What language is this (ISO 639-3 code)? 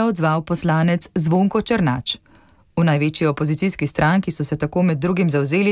slv